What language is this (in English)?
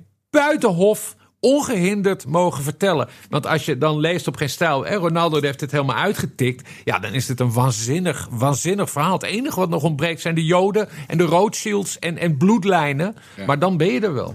Dutch